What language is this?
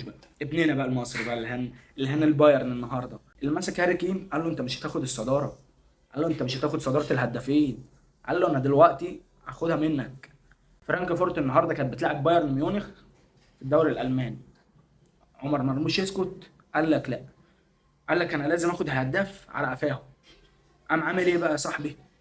Egyptian Arabic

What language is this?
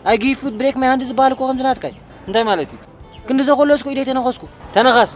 Tigrinya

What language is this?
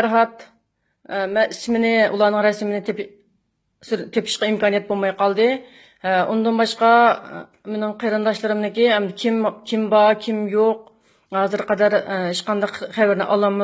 Uyghur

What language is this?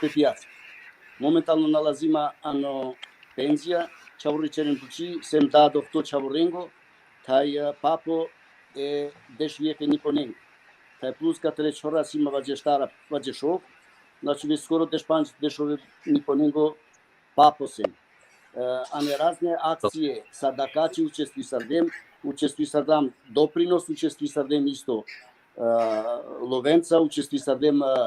Balkan Romani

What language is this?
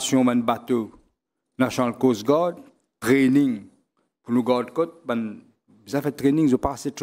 Morisyen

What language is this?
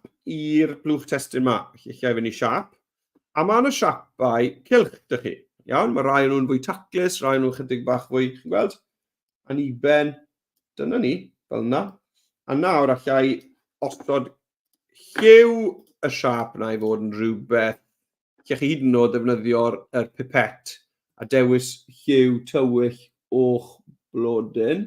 Welsh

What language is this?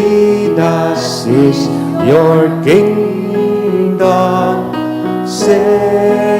Bikol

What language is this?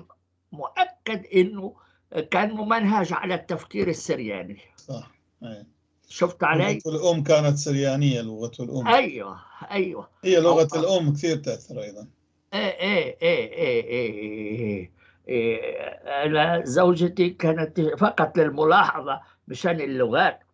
North Levantine Arabic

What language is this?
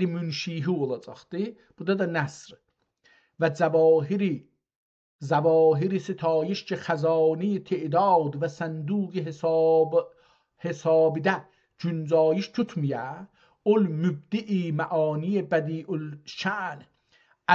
South Azerbaijani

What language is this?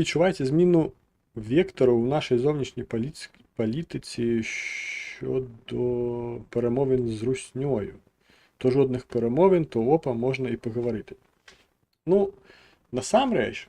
Belarusian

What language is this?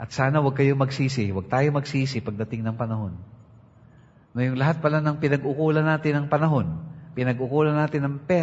Filipino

